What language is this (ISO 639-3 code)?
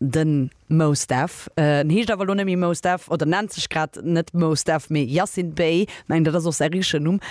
ltz